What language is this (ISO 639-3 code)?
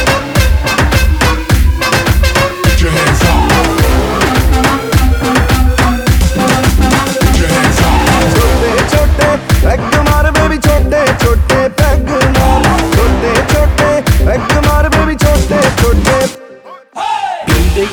hin